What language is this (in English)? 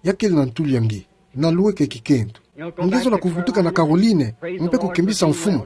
Kituba (Democratic Republic of Congo)